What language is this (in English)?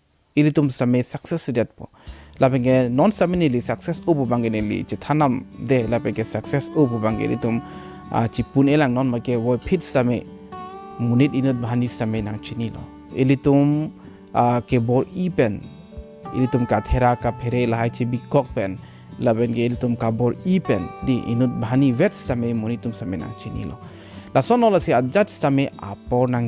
Karbi